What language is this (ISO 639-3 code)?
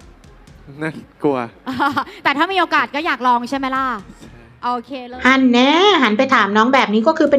tha